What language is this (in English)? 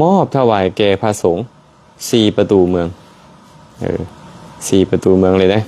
Lao